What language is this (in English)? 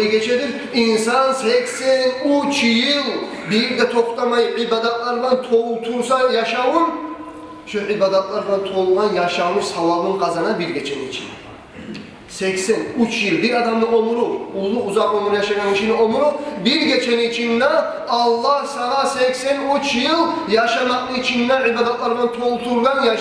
Kumyk